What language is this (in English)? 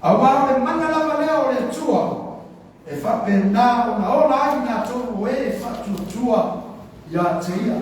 Samoan